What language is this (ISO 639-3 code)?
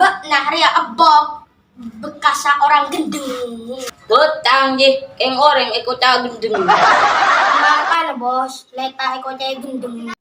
mad